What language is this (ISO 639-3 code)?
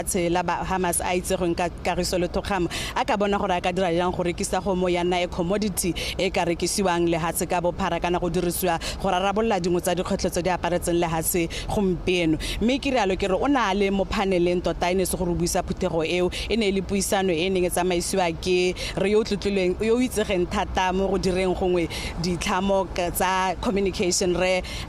tsn